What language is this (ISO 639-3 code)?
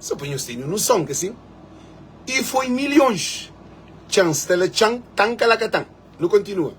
kea